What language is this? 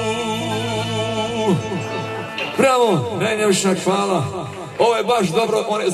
Croatian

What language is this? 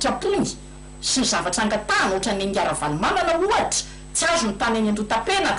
Malagasy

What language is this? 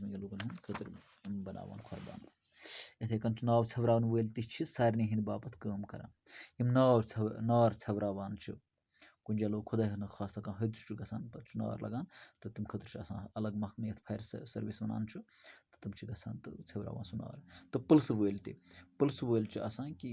Kashmiri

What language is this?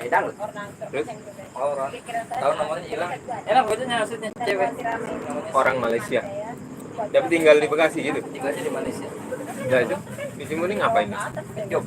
Betawi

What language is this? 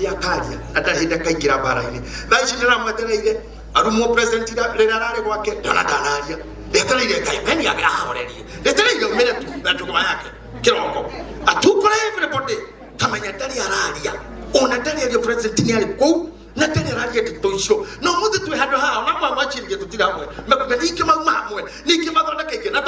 Kikuyu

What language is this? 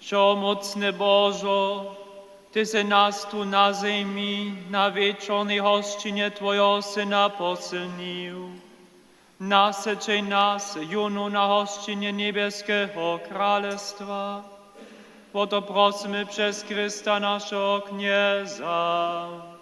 Upper Sorbian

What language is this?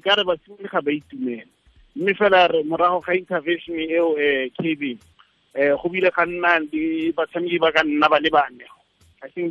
Tswana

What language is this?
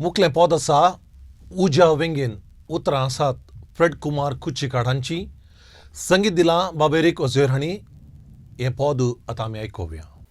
Konkani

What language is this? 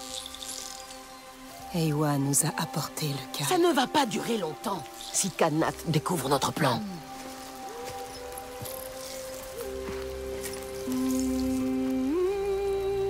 French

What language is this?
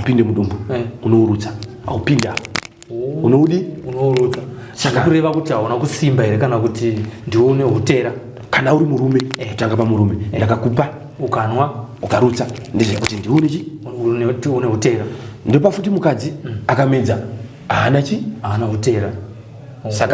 Shona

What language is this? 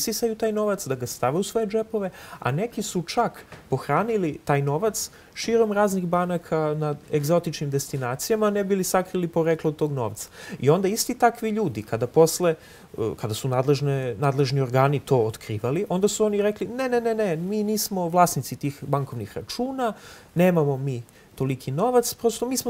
Serbian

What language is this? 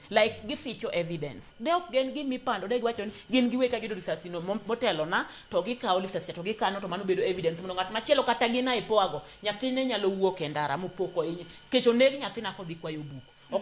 Luo (Kenya and Tanzania)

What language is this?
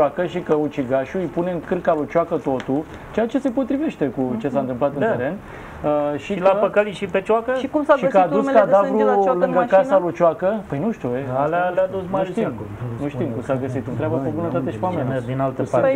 Romanian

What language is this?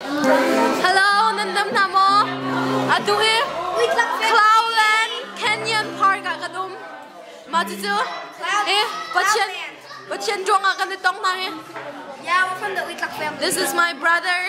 Hakha Chin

